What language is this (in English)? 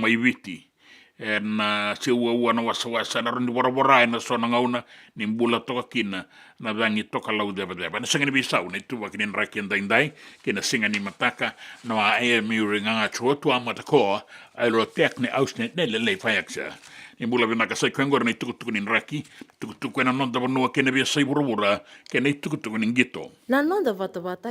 Fijian